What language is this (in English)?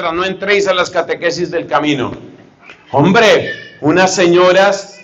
Spanish